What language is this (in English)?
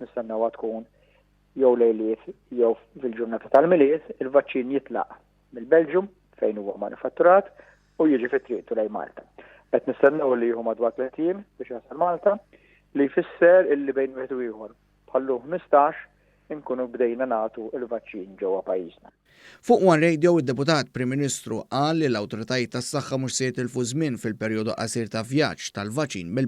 Maltese